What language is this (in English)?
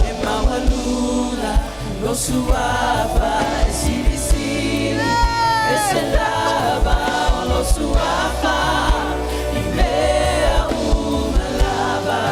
Samoan